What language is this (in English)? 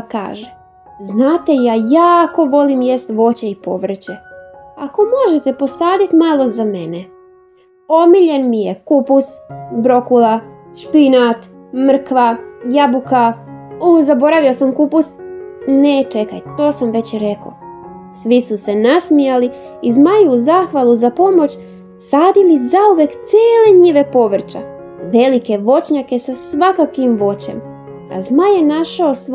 Croatian